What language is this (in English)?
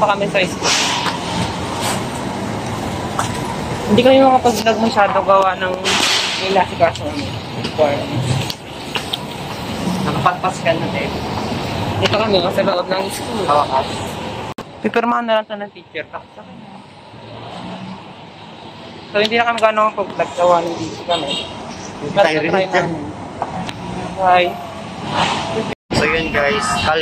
Filipino